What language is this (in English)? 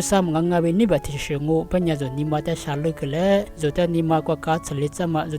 Lisu